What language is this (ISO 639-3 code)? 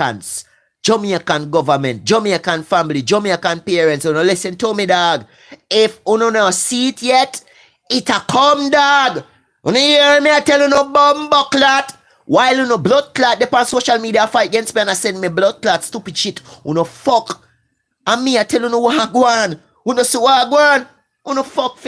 jam